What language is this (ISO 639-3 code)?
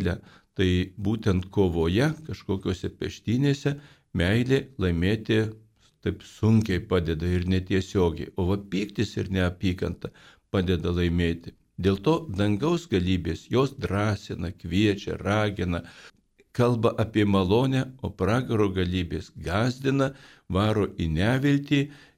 lit